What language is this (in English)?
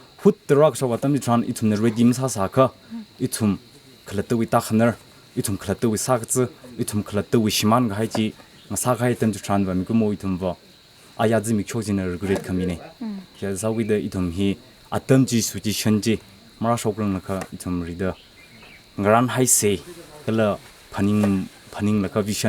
Tangkhul Naga (India)